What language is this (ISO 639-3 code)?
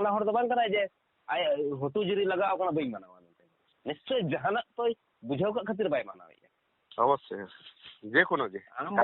sat